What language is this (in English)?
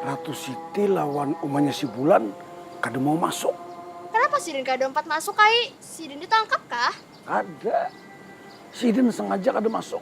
Banjar